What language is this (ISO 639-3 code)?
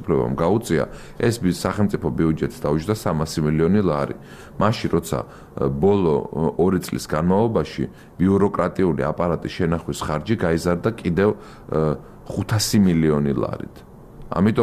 kat